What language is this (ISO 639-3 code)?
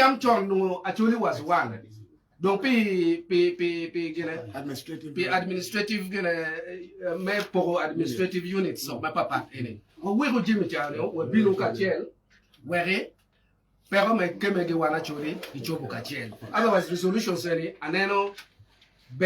ach